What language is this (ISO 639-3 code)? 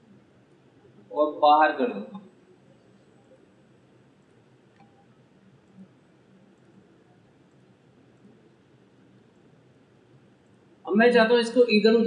hin